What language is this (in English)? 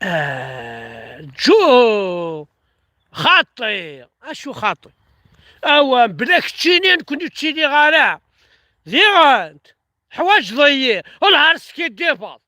Kabyle